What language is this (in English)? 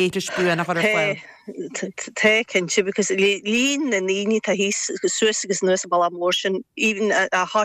Irish